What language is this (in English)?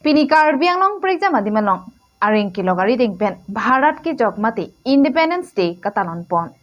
Karbi